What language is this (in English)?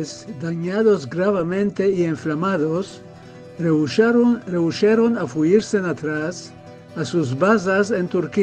Ladino